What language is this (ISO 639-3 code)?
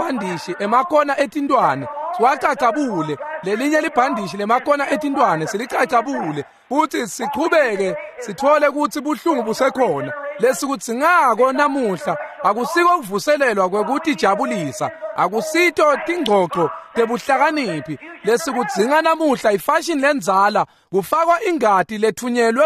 ssw